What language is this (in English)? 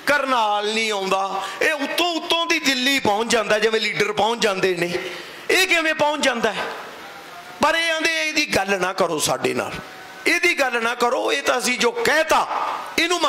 Punjabi